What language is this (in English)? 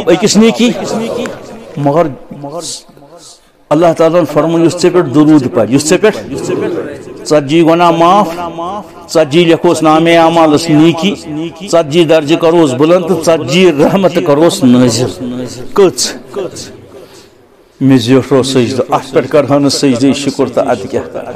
Kashmiri